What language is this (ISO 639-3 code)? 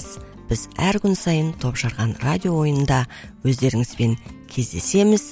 kaz